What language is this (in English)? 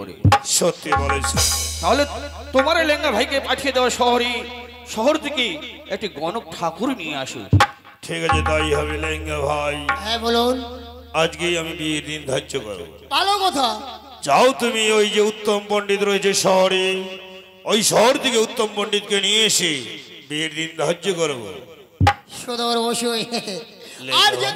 Bangla